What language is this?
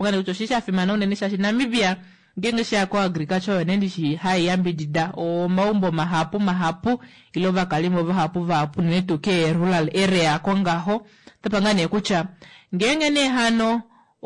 Kuanyama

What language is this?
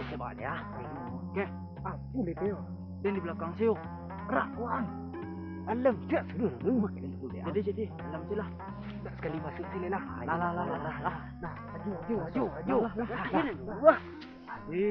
Minangkabau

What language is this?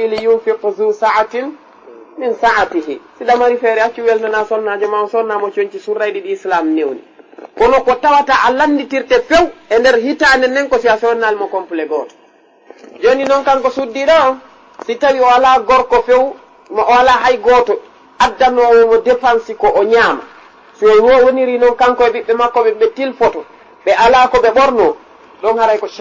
Fula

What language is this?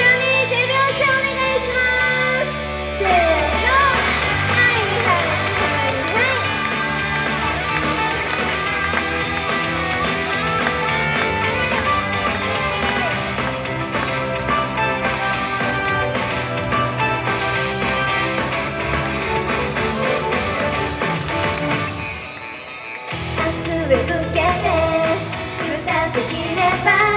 Japanese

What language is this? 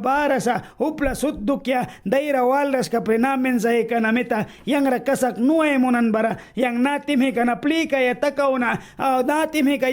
Mískito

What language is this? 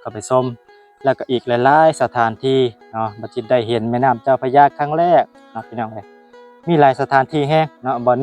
Lao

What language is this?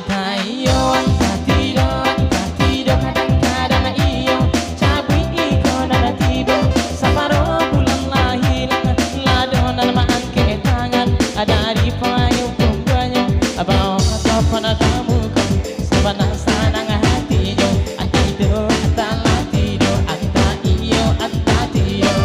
Minangkabau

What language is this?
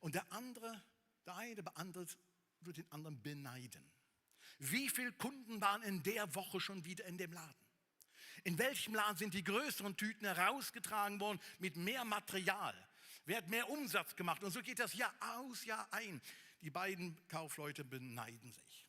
Swiss German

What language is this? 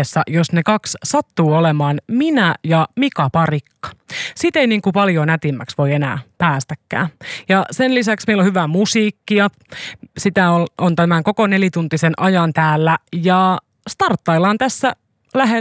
Finnish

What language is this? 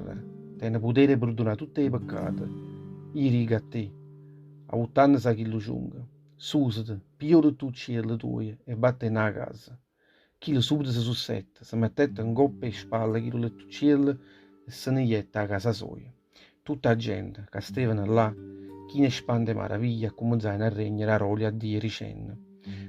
Neapolitan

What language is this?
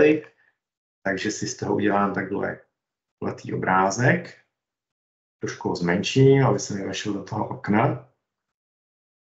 Czech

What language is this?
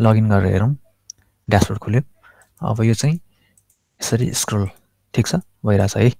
Nepali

